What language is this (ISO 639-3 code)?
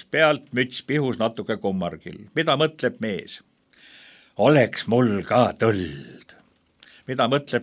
est